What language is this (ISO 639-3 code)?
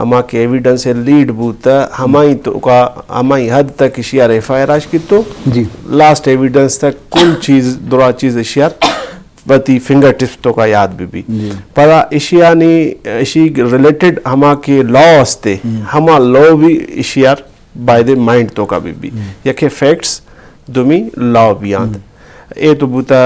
bgp